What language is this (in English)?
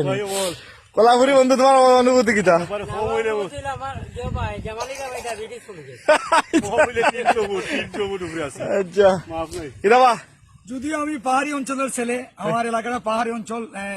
Sylheti